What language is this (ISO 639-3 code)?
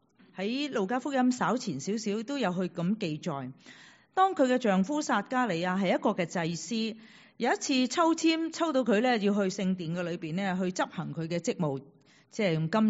yue